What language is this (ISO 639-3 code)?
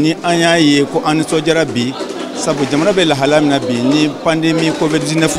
bam